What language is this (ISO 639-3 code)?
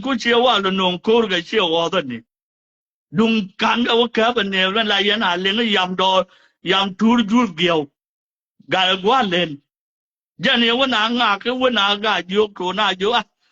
nus